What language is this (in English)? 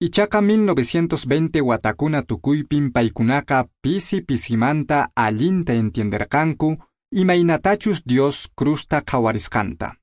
Quechua